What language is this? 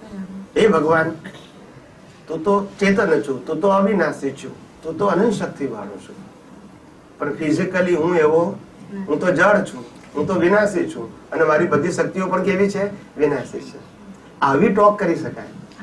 Gujarati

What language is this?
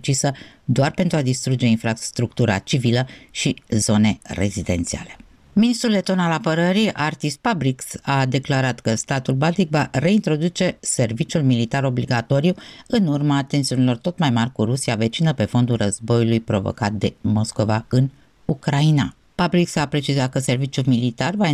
Romanian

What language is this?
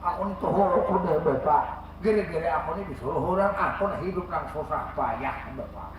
Banjar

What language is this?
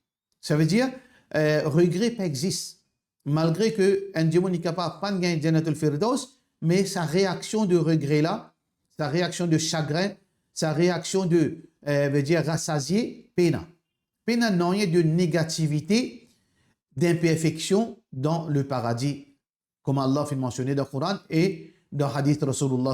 Morisyen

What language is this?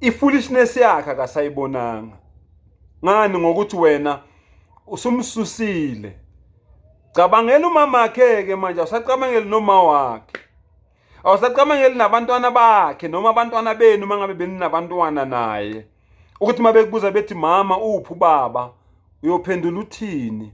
Zulu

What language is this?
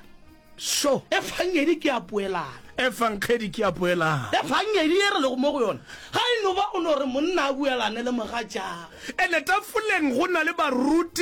Northern Sotho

